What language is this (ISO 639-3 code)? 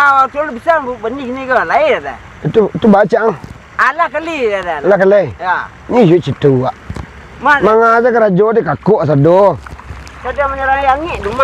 min